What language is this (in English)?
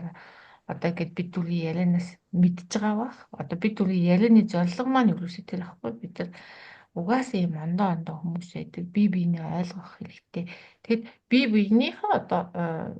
Mongolian